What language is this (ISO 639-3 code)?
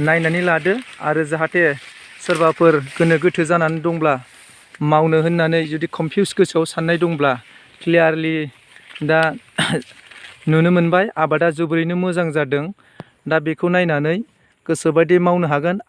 brx